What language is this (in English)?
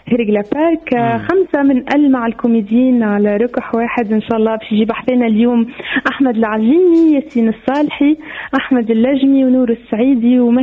Tunisian Arabic